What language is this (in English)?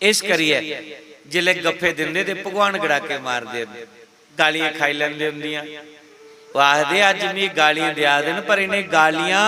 Dogri